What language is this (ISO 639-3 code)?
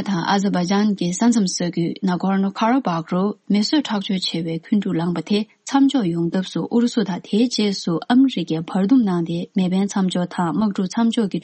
bod